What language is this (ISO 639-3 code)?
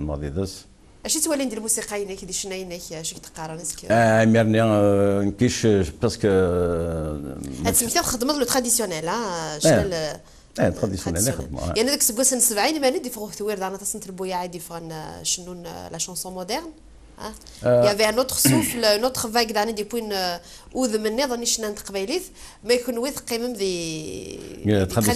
kab